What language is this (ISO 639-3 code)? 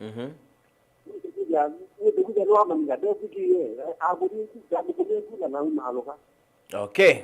kam